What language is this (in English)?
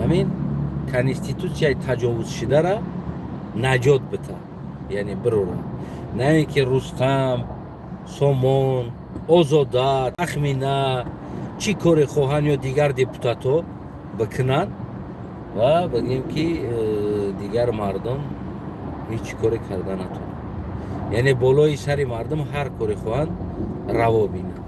Tajik